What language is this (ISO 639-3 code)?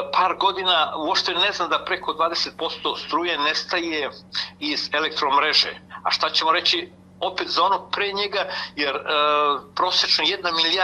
srp